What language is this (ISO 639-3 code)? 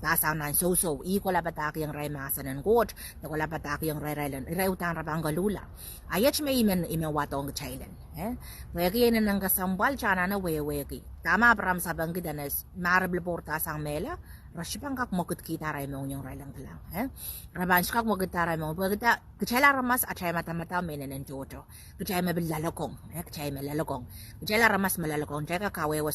pon